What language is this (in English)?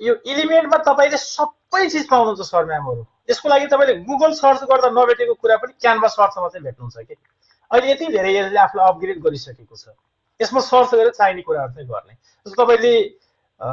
Nepali